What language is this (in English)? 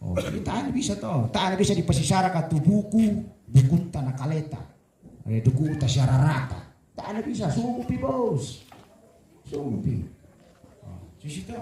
Toraja-Sa'dan